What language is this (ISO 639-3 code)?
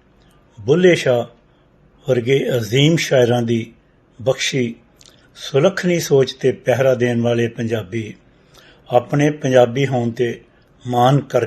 lah